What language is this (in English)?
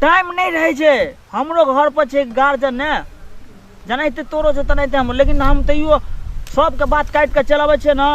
Maithili